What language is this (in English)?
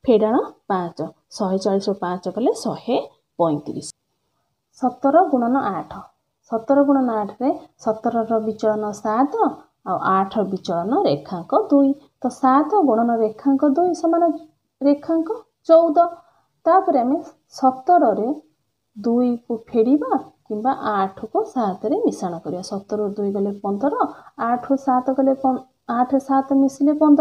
Odia